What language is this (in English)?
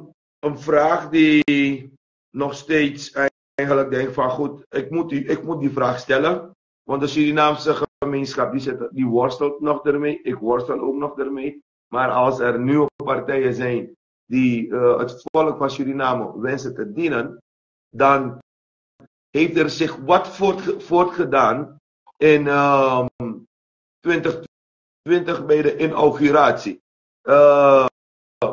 Dutch